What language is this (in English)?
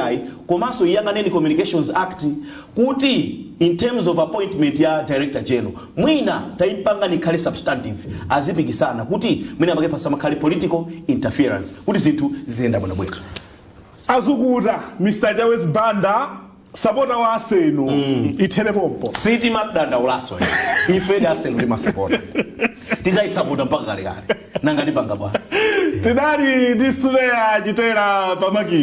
Nyanja